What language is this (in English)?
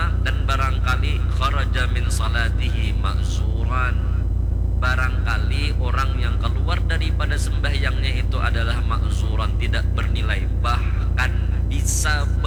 Banjar